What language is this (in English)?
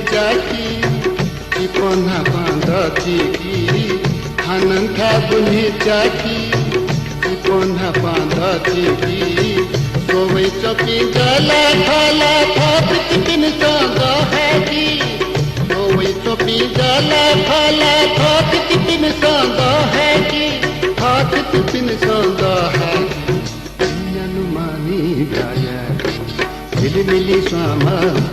Newari